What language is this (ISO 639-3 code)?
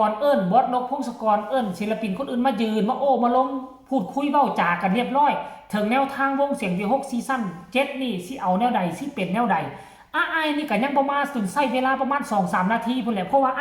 lao